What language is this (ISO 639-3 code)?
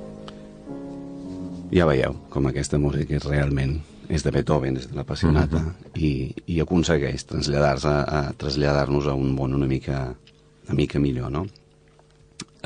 cat